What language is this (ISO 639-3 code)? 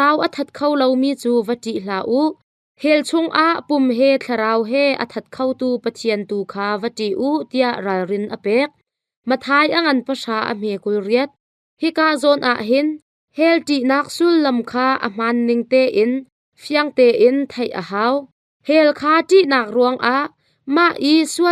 cnh